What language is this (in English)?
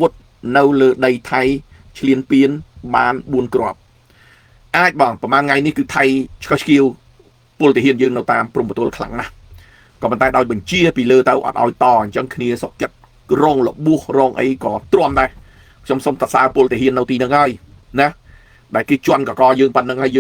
Khmer